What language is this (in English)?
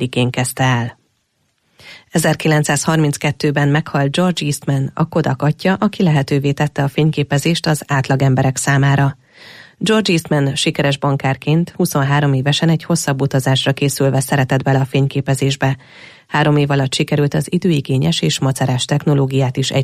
Hungarian